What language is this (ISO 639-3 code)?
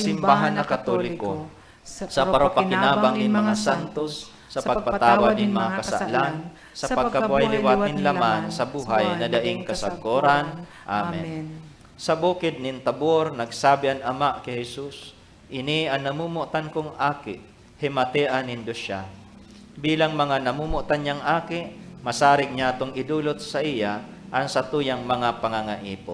bik